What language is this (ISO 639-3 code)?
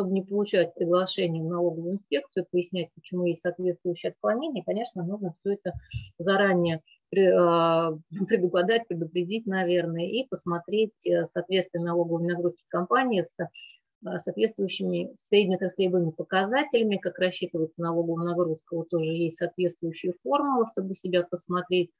rus